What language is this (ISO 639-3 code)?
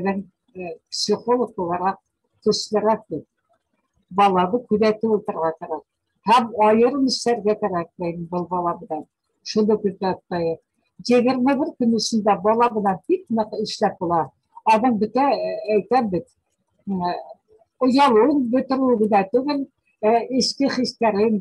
bak